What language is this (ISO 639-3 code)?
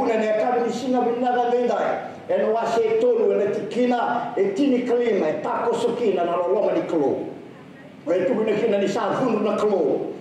fij